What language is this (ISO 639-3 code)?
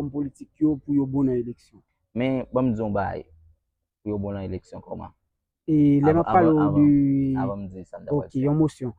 hat